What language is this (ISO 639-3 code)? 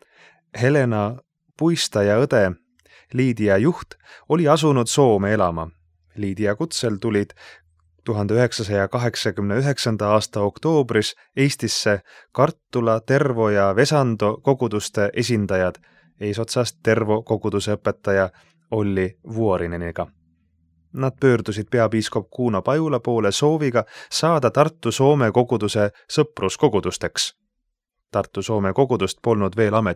est